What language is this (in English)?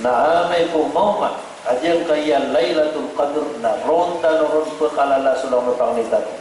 Maranao